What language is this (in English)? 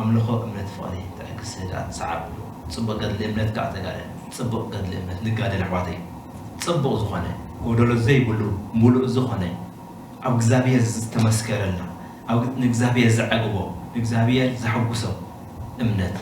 Tigrinya